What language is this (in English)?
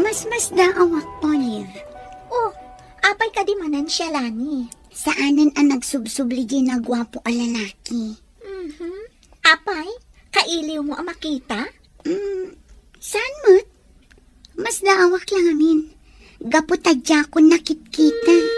Iloko